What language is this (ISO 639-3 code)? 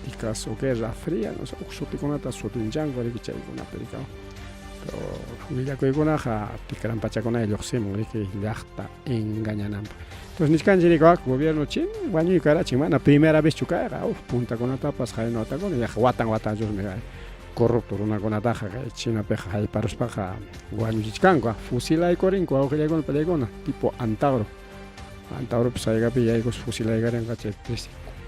quy